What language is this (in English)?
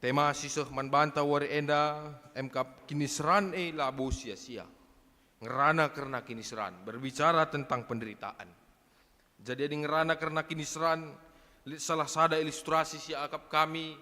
Batak Karo